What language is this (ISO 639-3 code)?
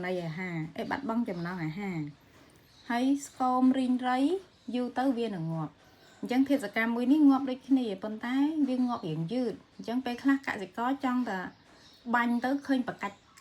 khm